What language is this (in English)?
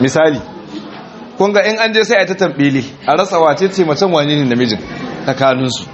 Hausa